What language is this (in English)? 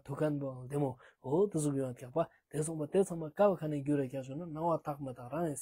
Ladakhi